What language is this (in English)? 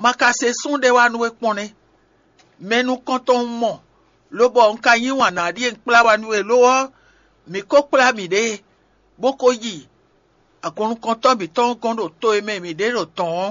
Fon